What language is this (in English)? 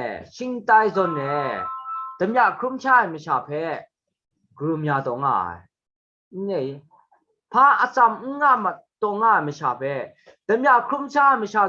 Kachin